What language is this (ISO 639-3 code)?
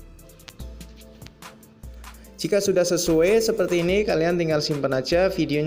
ind